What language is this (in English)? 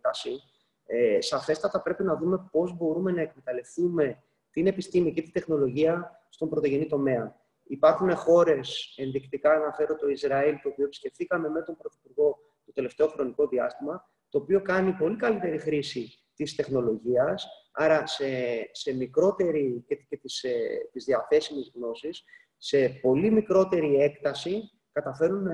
Greek